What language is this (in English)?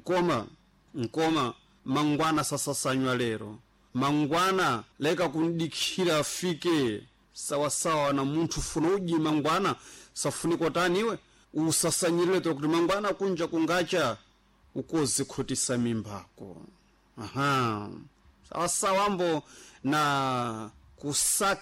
Sena